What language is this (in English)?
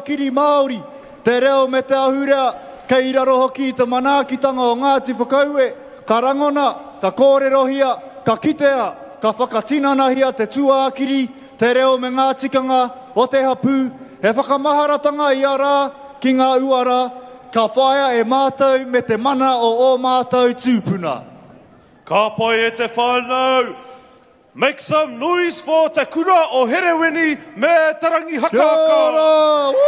Māori